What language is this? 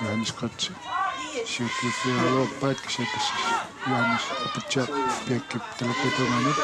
Kalaallisut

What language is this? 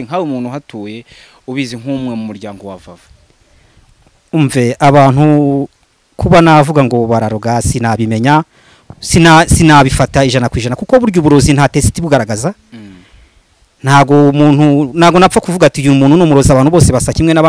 Kinyarwanda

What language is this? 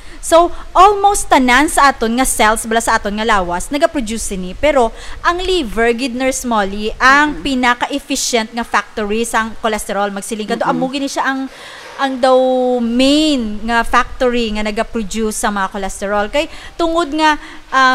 Hiligaynon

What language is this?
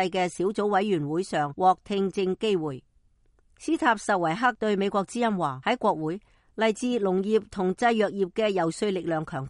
Cantonese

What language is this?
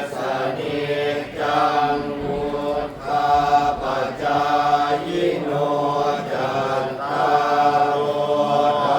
Pali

